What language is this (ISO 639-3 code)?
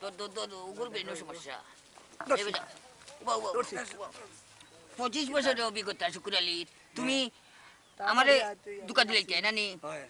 syl